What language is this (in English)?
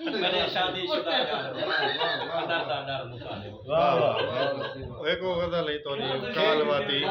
Saraiki